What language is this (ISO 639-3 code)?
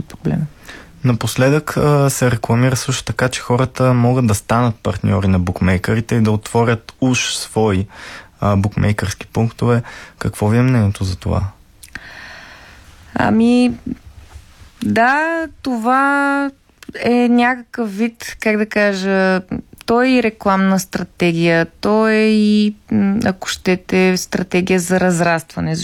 bul